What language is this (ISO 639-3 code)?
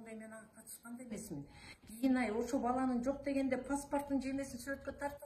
kir